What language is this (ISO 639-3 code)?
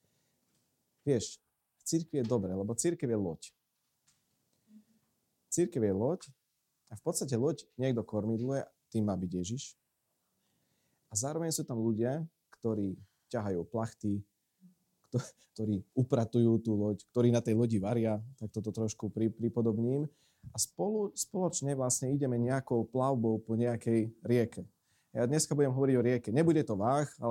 slk